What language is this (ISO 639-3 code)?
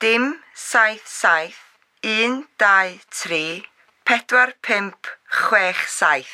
cym